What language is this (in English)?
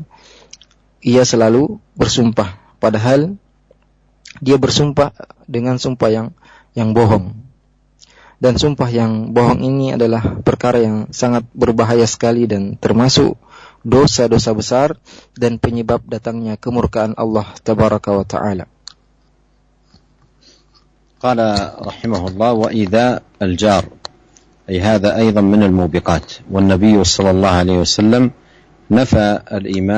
Indonesian